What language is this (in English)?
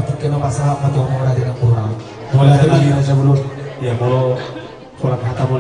Batak Toba